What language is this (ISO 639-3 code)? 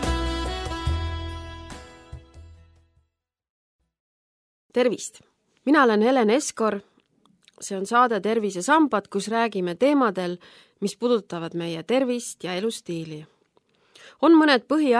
est